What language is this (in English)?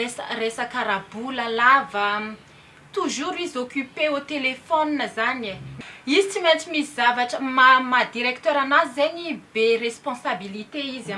Malagasy